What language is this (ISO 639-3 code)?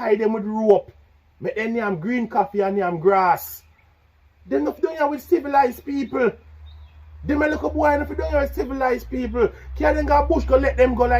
jam